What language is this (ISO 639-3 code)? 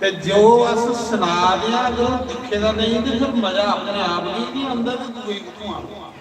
doi